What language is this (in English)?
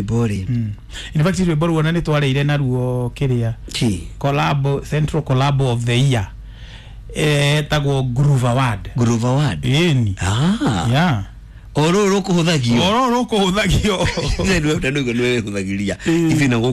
Kikuyu